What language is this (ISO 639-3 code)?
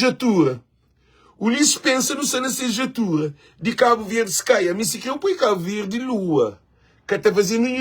kea